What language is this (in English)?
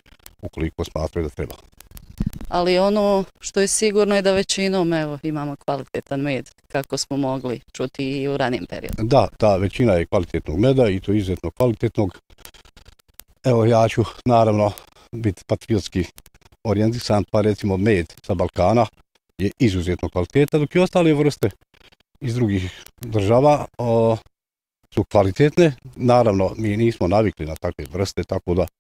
Bosnian